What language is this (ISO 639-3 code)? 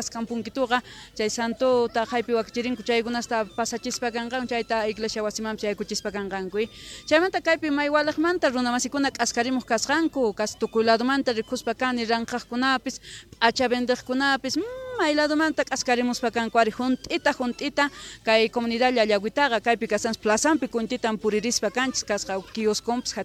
quh